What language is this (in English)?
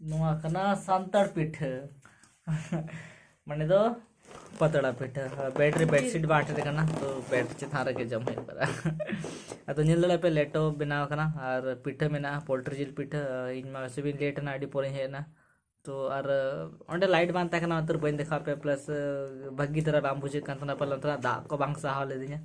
Santali